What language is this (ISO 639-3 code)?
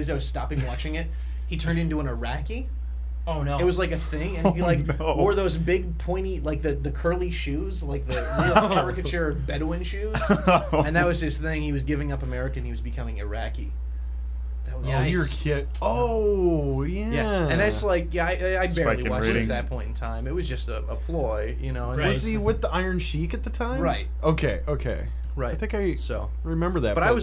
eng